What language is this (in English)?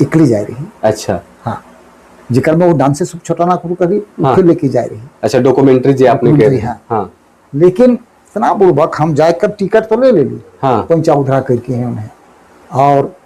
Sadri